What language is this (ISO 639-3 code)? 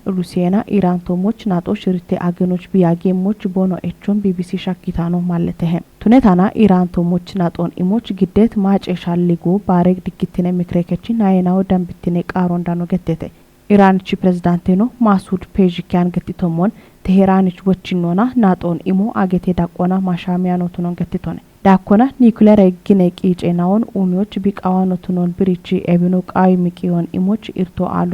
kbr